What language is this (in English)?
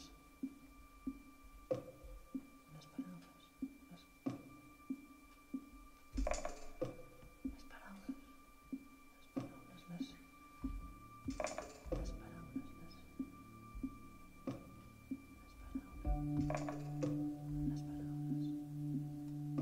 Catalan